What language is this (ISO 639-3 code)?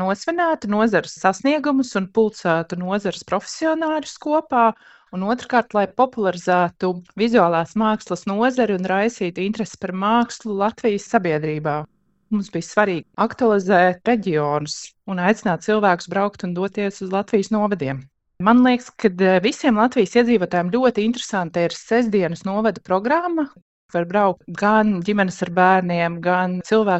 lav